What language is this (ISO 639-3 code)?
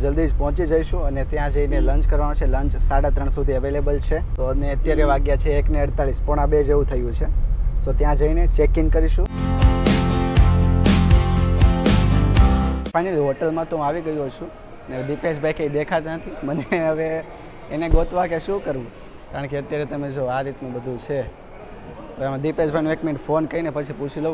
guj